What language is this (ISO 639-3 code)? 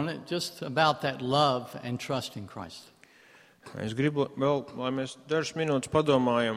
lav